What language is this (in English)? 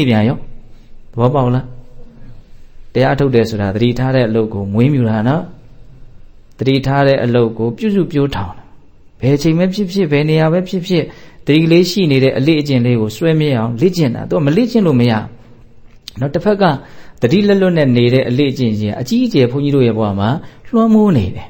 Burmese